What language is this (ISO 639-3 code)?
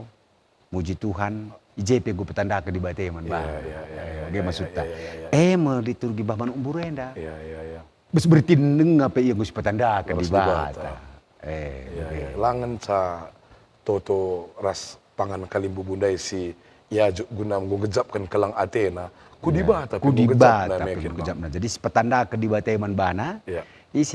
btx